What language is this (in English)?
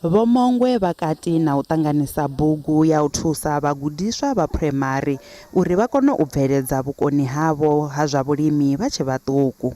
Venda